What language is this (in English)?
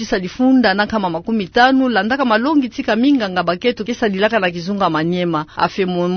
Kituba (Democratic Republic of Congo)